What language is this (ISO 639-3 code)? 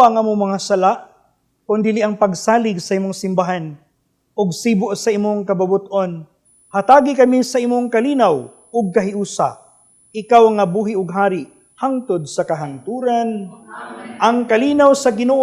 ceb